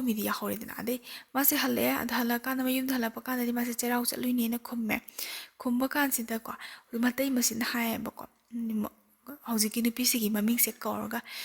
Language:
Manipuri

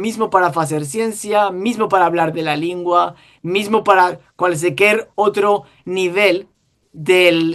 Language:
Ladino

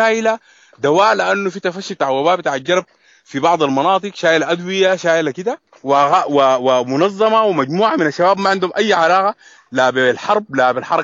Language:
Sudanese Arabic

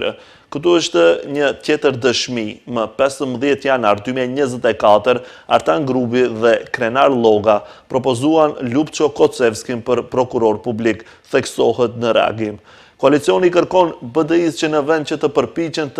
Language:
Albanian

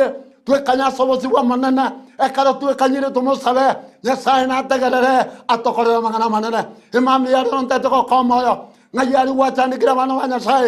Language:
Gusii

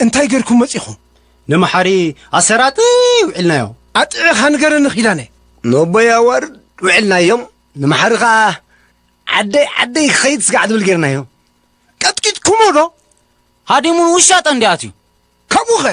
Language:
Tigrinya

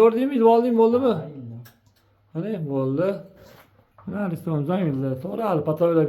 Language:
Uzbek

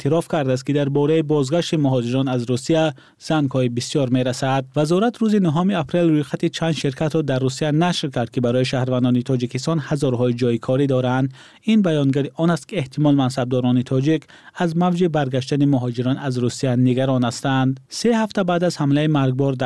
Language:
Tajik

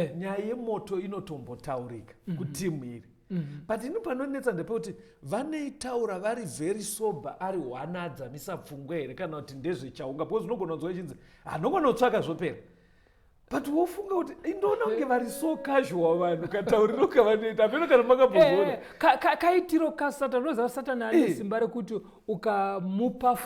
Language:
Shona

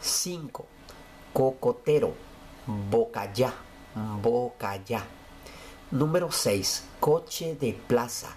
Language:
Guarani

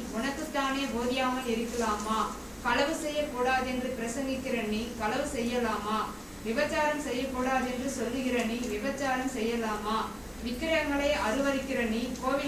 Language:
Tamil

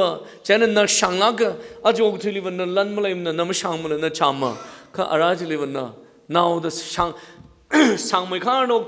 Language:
Tangkhul Naga (India)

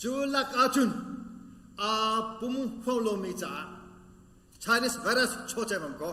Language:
Hakha Chin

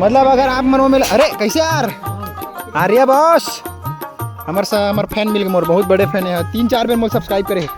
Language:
Chhattisgarhi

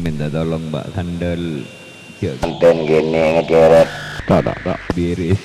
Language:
Madurese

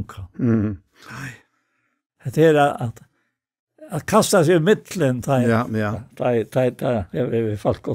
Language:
Faroese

